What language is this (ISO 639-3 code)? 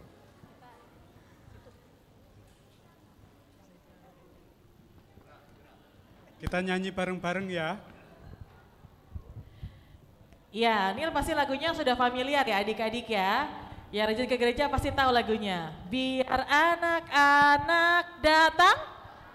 ind